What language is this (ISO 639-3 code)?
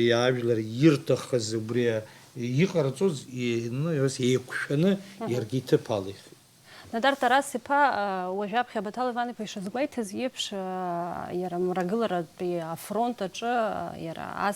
abk